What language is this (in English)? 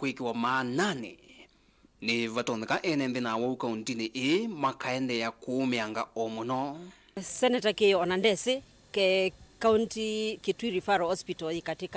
Kamba